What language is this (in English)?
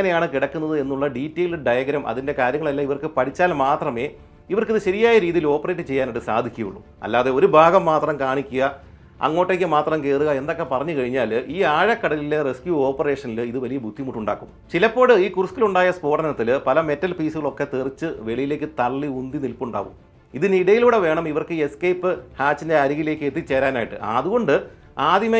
Malayalam